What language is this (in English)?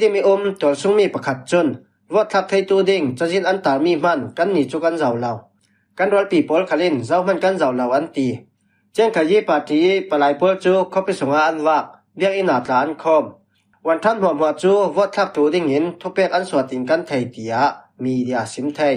Falam Chin